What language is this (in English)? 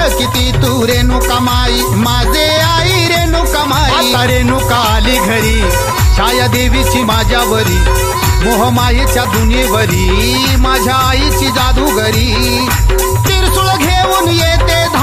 Marathi